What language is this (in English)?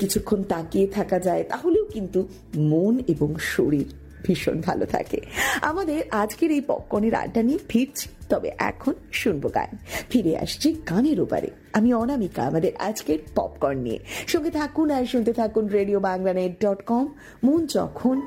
Bangla